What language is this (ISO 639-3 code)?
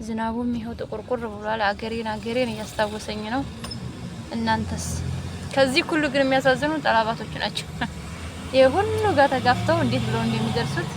amh